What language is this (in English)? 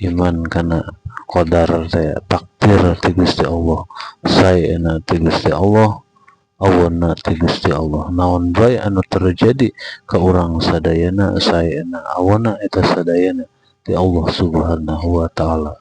Sundanese